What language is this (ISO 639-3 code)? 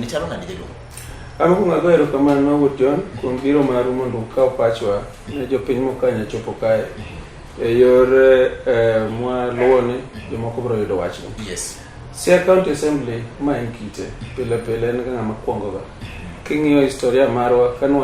luo